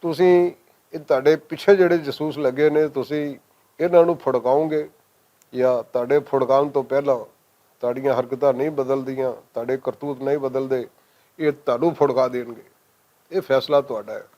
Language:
Western Panjabi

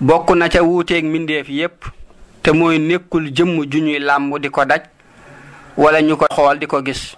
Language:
Wolof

